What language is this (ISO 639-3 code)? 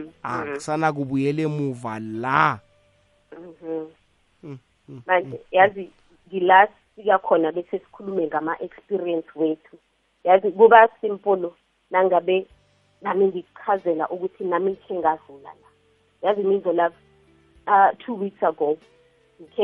nbl